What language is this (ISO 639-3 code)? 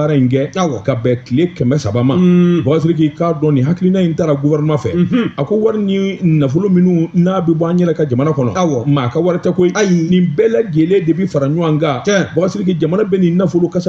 bam